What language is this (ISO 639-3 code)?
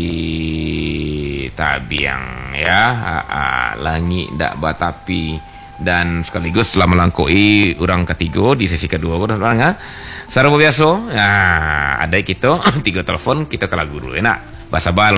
msa